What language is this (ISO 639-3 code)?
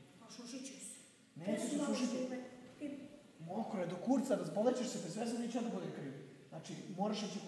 srp